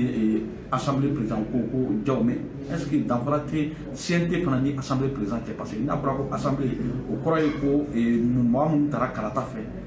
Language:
Bambara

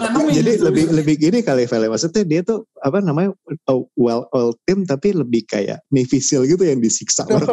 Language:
Indonesian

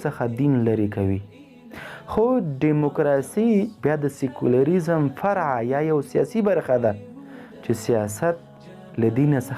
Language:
Pashto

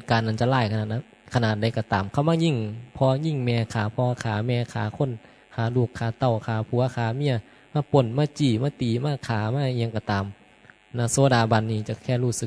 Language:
Northeastern Thai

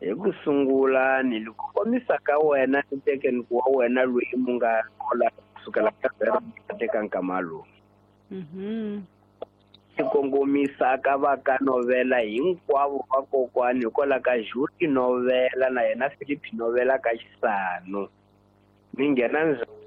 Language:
Tsonga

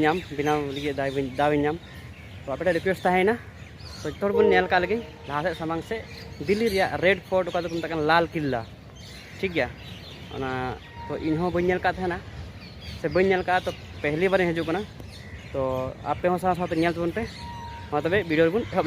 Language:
Santali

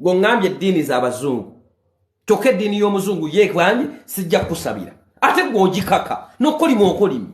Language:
Ganda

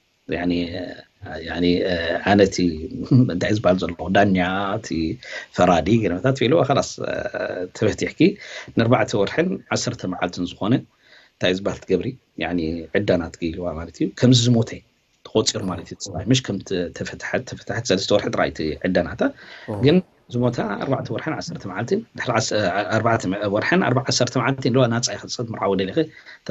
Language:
Tigrinya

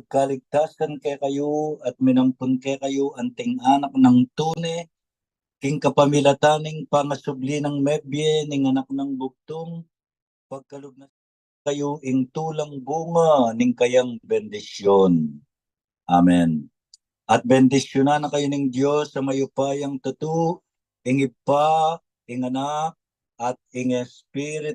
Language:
Pampanga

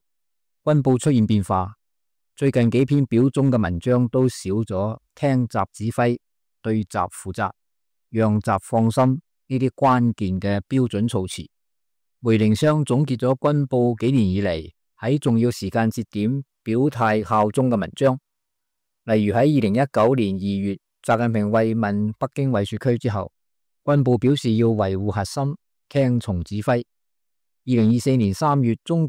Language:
Cantonese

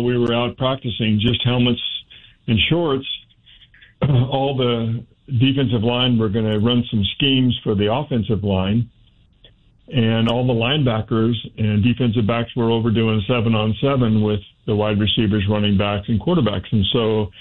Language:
English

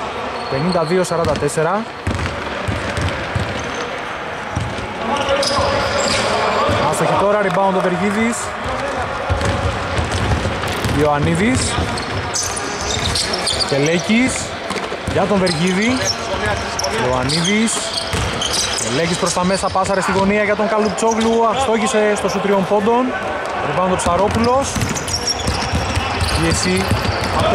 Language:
Greek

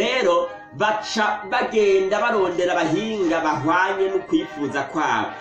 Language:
Rundi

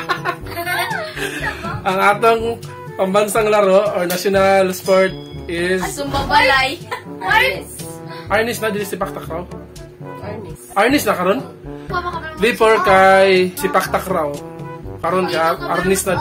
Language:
Cebuano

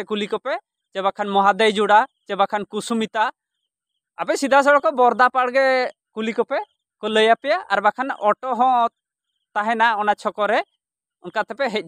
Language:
Santali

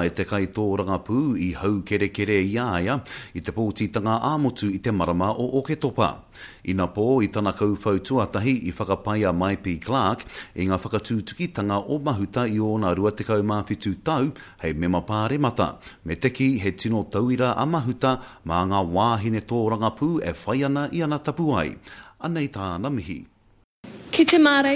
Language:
Māori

